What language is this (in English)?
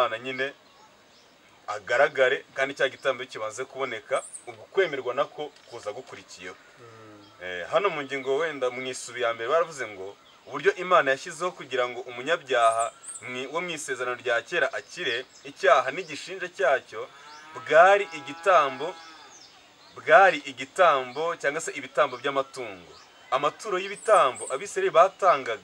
Kinyarwanda